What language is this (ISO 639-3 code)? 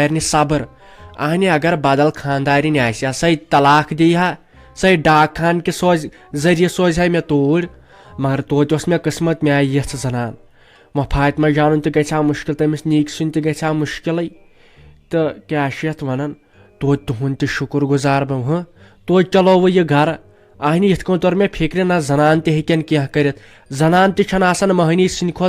kas